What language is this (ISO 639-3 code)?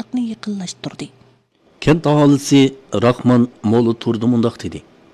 uig